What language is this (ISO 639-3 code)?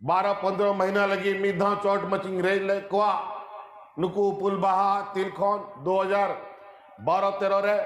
sat